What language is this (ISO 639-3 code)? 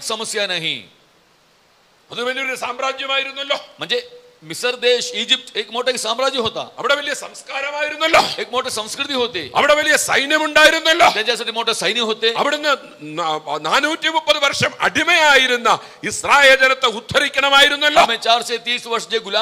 mal